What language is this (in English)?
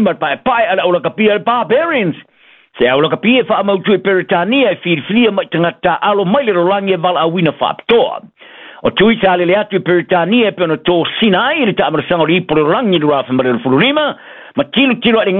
Samoan